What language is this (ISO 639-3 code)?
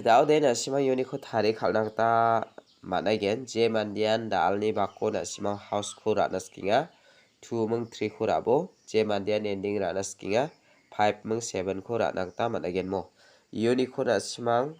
grt